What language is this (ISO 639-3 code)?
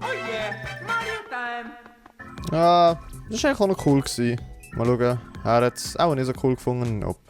gsw